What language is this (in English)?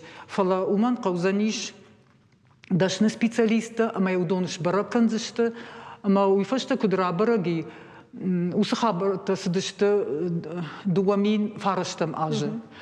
Ossetic